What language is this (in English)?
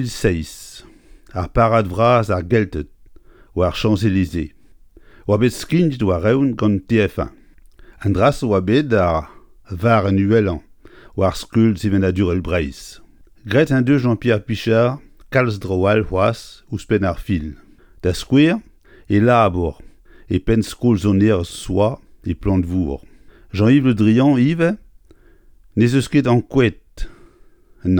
Breton